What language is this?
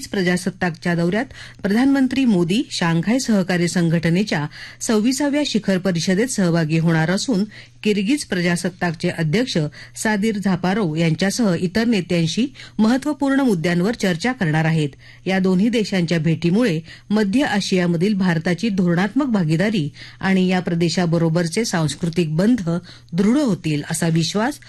Marathi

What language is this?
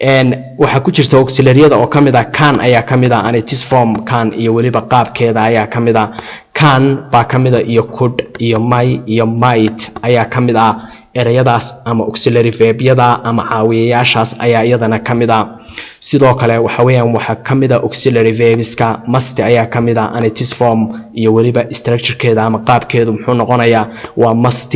Somali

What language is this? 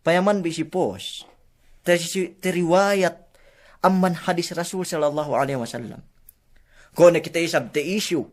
Yakan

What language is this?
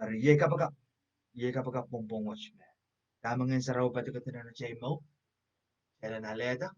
Pohnpeian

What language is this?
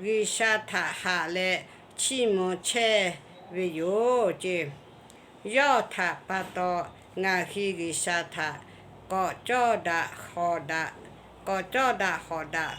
Lahu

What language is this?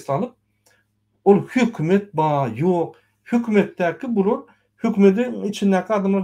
Turkmen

